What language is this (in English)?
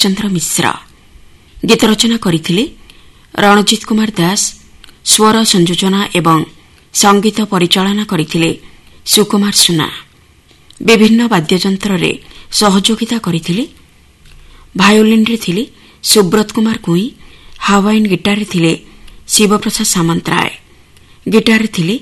Odia